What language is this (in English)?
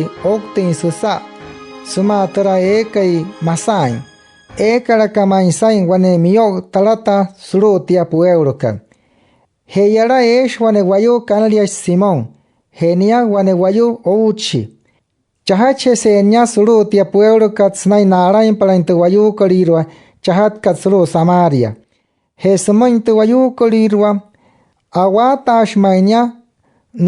Wayuu